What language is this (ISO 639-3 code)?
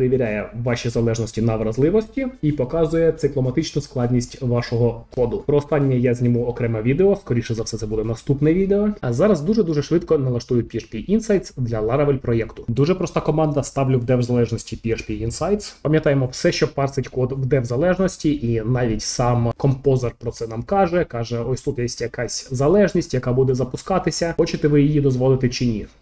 ukr